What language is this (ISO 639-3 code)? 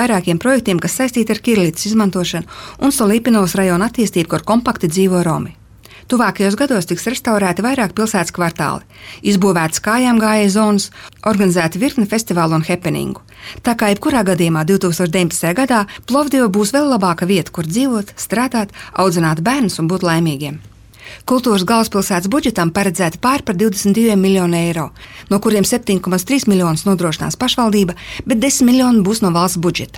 lav